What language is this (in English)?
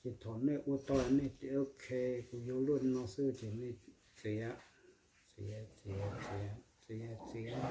Hmong